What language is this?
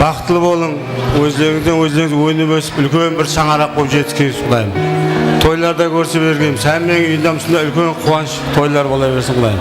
Kara-Kalpak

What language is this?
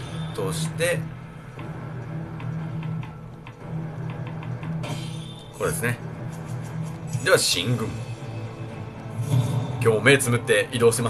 Japanese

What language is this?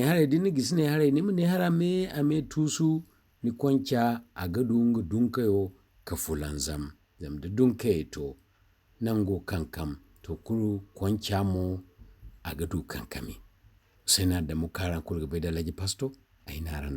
Zarma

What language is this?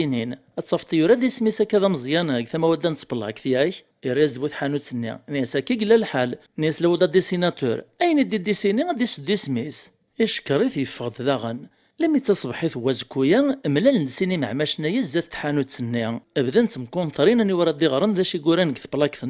Kabyle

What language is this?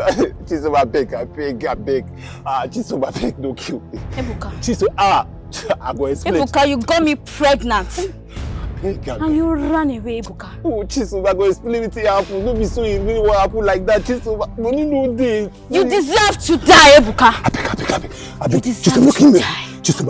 Nigerian Pidgin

